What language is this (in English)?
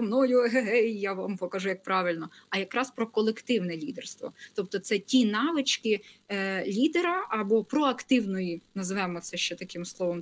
Ukrainian